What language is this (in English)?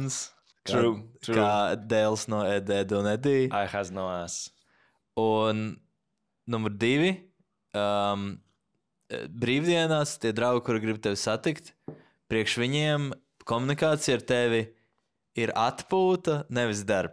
Latvian